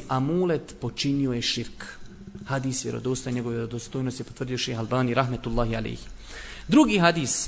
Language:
Bosnian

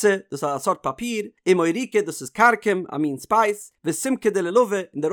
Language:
Yiddish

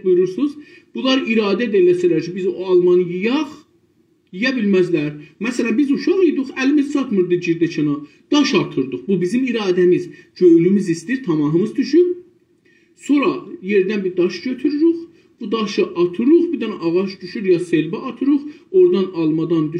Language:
South Azerbaijani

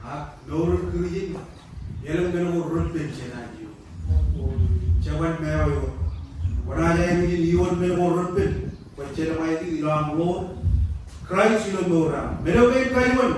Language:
Marshallese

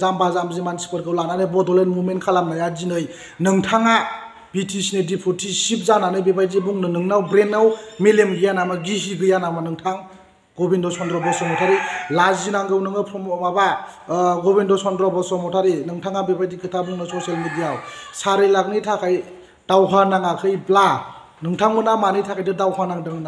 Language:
Bodo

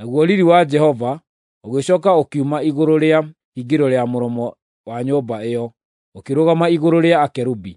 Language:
Kikuyu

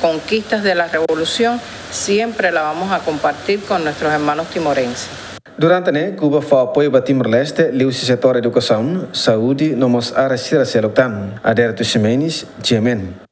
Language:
Tetum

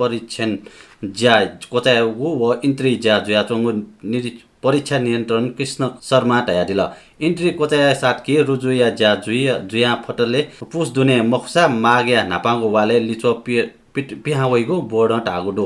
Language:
Newari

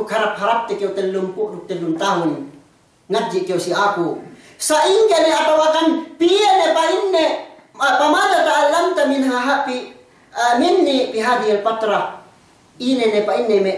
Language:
Yakan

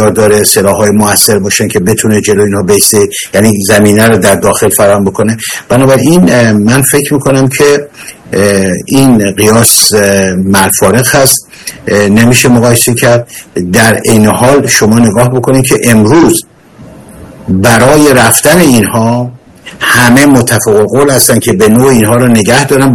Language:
Persian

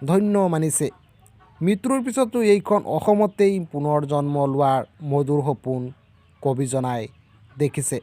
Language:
Assamese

